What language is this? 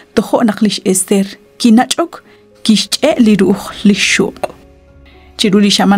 Kekchí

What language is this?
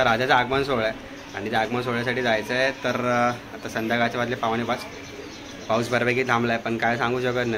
Marathi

